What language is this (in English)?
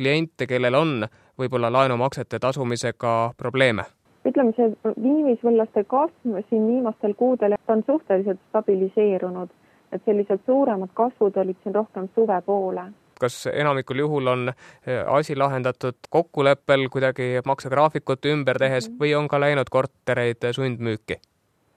Estonian